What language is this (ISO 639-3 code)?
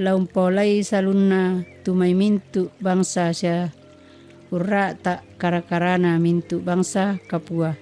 sda